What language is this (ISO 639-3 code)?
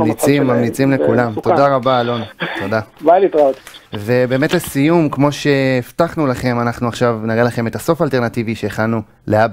heb